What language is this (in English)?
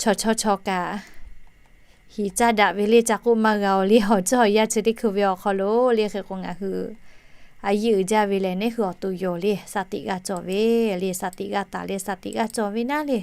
Lahu